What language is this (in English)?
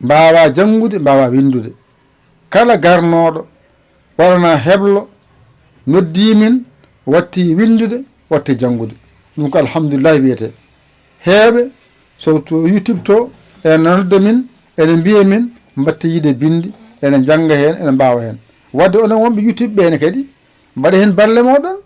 Fula